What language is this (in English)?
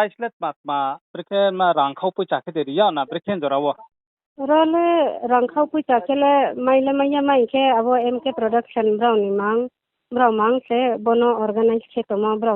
Riang (India)